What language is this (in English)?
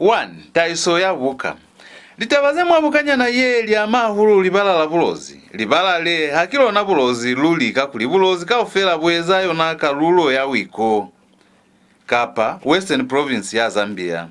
Lozi